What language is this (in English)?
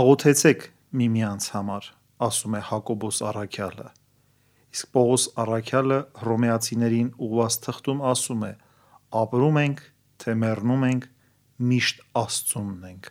Armenian